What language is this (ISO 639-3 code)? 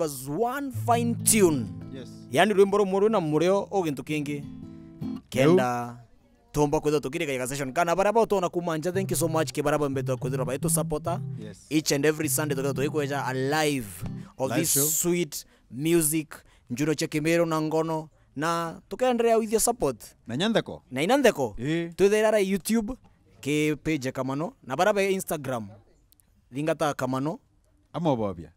mer